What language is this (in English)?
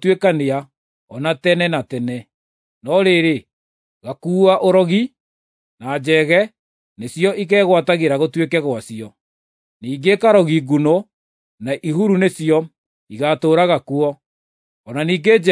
Kikuyu